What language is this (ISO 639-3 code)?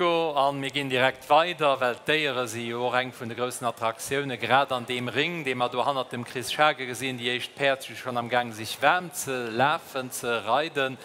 ltz